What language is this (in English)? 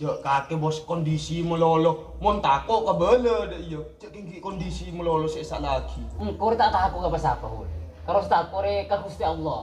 Madurese